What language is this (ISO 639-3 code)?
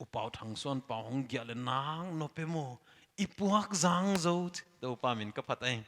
pck